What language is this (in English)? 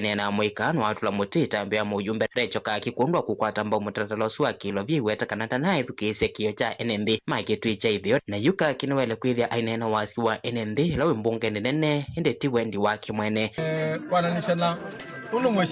Kamba